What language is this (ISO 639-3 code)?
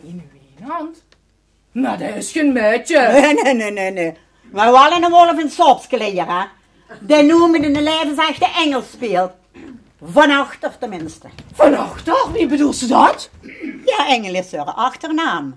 lim